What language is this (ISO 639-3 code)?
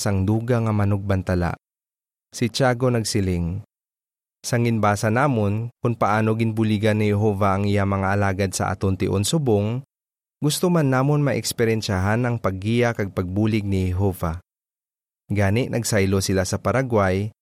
hil